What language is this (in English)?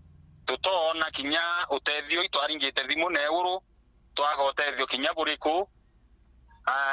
Meru